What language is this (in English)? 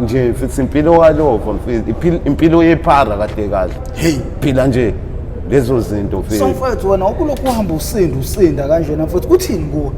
Zulu